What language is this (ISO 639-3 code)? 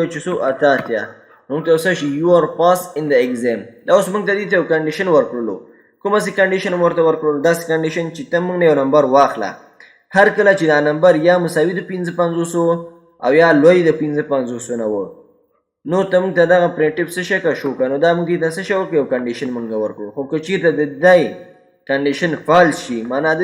pus